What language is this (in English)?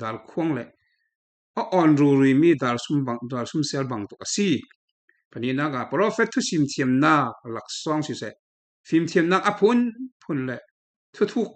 Falam Chin